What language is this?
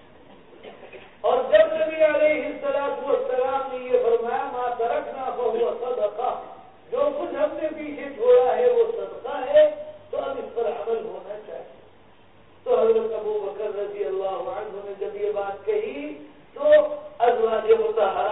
Urdu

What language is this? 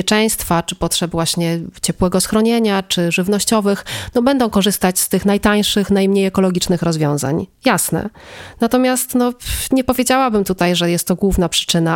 Polish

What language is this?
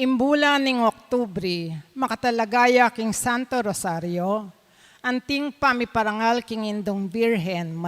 Pampanga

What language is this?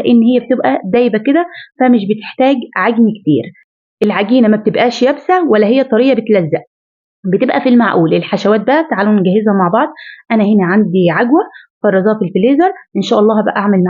Egyptian Arabic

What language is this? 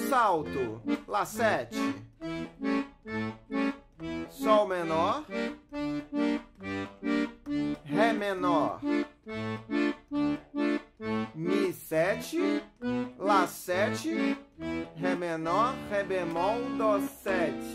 Portuguese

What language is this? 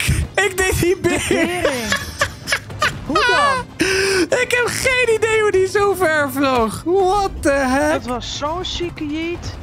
Dutch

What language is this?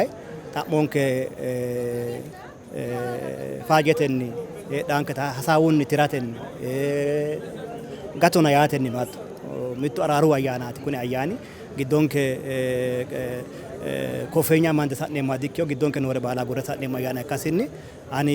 Sidamo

